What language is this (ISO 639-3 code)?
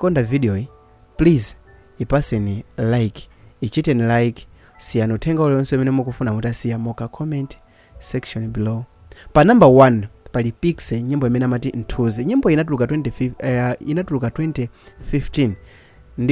nya